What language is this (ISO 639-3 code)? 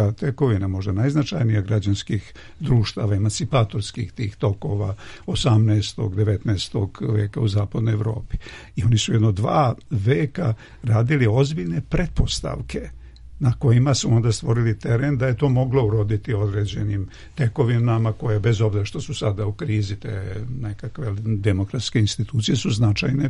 srp